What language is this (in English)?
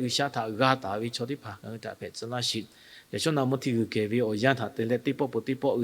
Lahu